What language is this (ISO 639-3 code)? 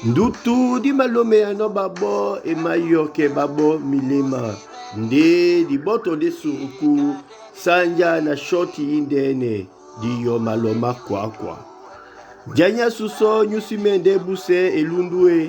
dua